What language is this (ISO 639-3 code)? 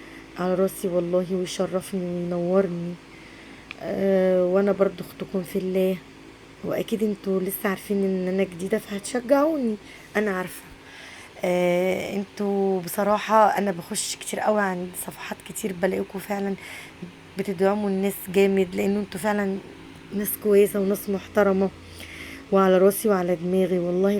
arz